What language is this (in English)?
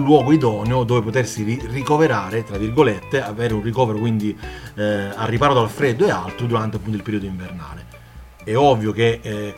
Italian